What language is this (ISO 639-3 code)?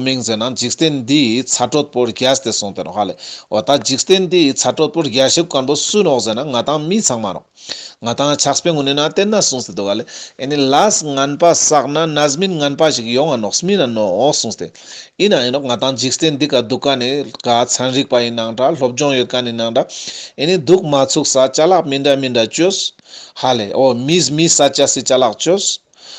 lbj